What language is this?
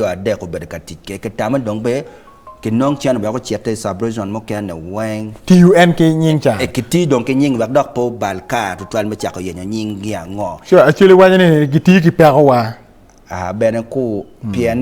Acoli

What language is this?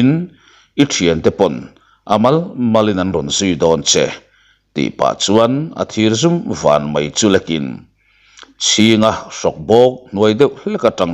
Mizo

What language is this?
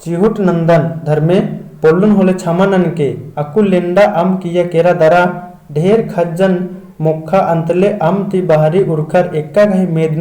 Kurukh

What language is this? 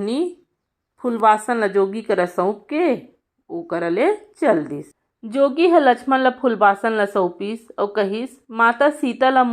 Chhattisgarhi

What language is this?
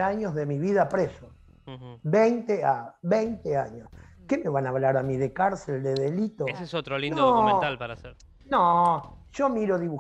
Spanish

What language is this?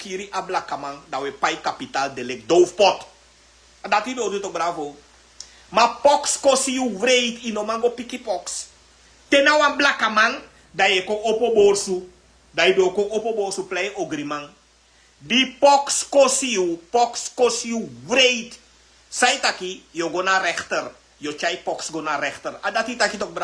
Sranan Tongo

